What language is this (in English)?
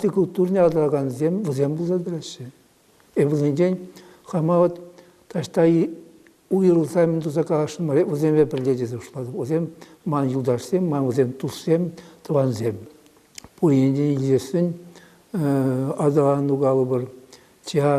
Chuvash